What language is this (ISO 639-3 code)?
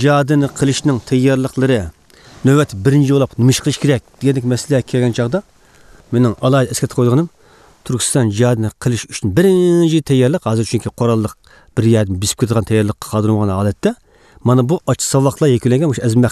uig